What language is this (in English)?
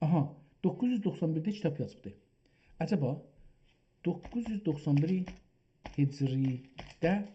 South Azerbaijani